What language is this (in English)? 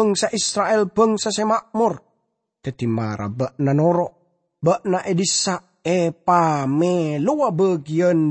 Madurese